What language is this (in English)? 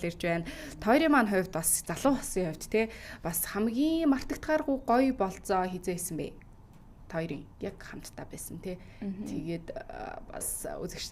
Mongolian